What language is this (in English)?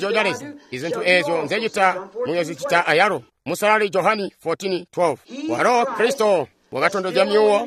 Tonga (Zambia)